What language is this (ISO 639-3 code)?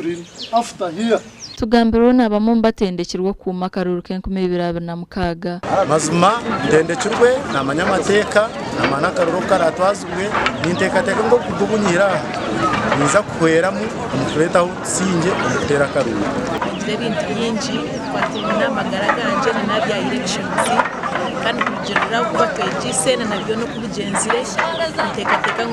nyn